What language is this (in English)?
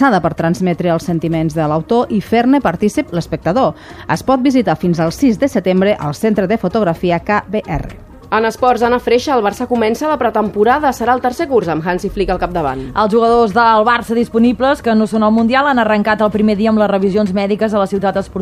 Catalan